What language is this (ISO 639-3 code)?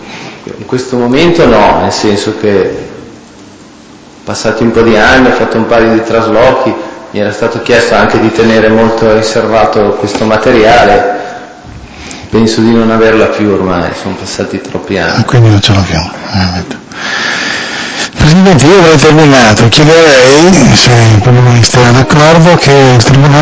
ita